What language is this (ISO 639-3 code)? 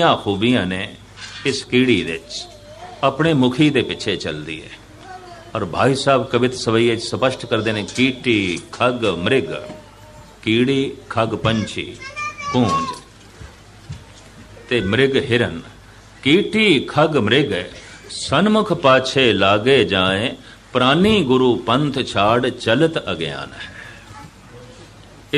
pan